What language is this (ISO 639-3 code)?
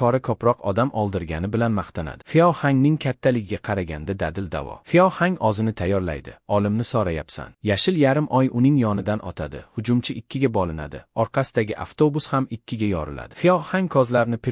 uzb